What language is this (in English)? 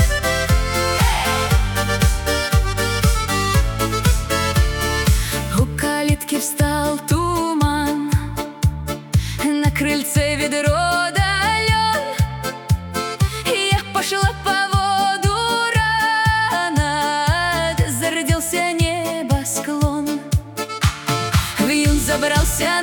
Russian